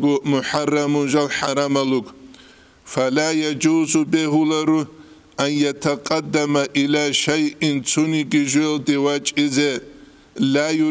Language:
Avaric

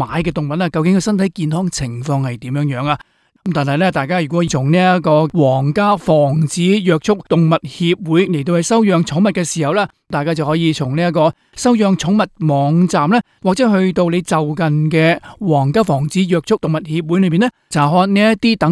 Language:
Cantonese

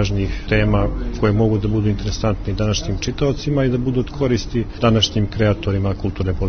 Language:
Serbian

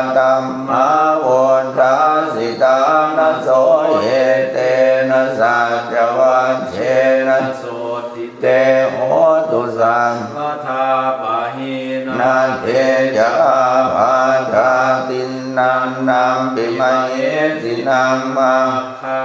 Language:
Pali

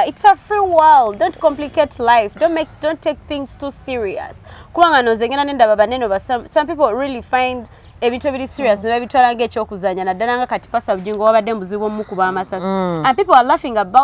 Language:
Ganda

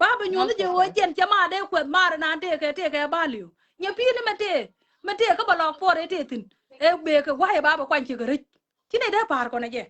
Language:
Nuer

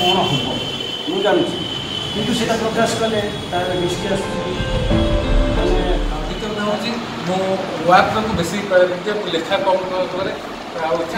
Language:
Odia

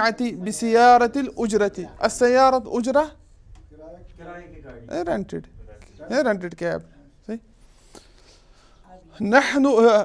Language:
Urdu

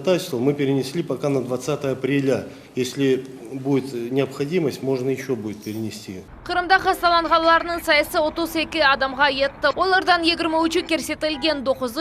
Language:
Crimean Tatar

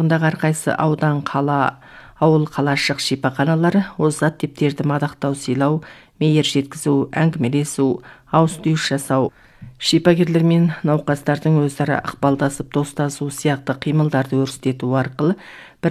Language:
Kazakh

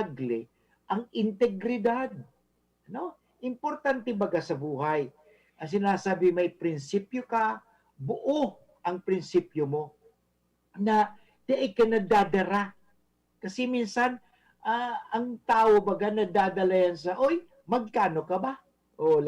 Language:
Bikol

